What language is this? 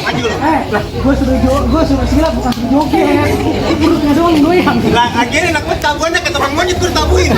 Betawi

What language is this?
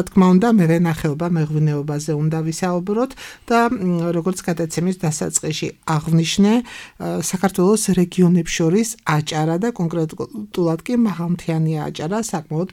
Georgian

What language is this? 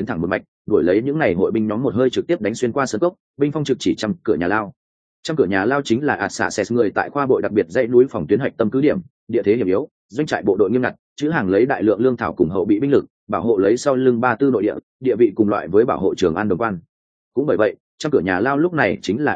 Vietnamese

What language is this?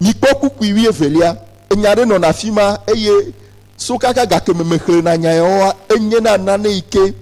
Ewe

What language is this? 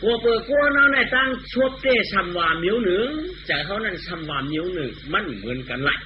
Shan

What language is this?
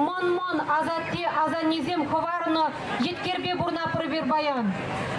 Chuvash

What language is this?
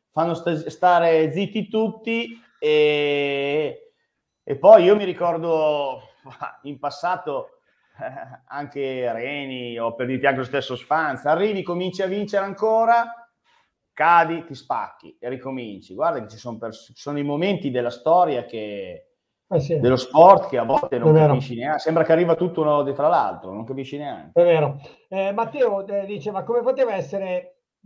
Italian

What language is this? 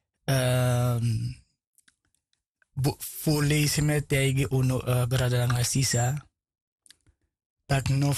Dutch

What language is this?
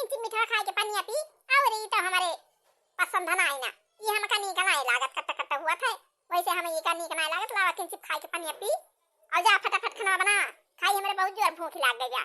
Awadhi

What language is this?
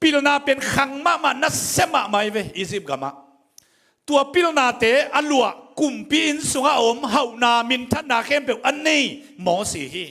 Tedim Chin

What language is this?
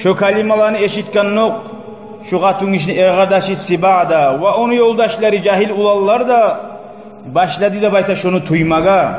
Kumyk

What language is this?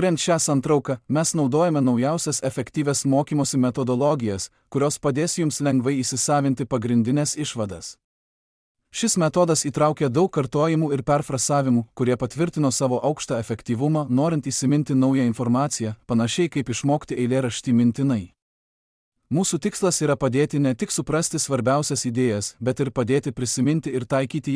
Lithuanian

